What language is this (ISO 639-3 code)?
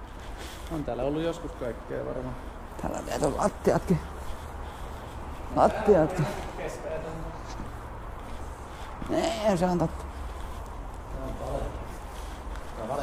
fin